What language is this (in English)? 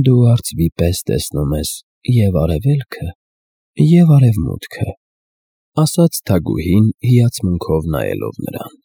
Armenian